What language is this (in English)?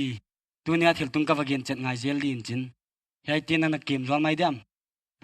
Paite Chin